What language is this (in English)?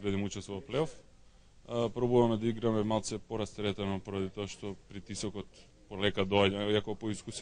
Macedonian